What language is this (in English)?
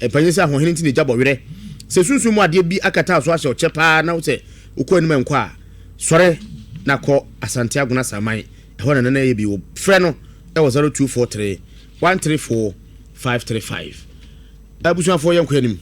Akan